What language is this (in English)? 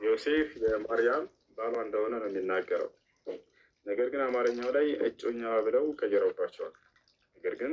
Amharic